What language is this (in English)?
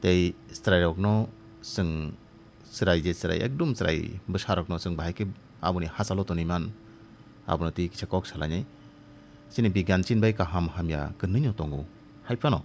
Kok Borok